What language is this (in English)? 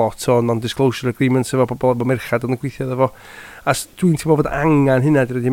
Welsh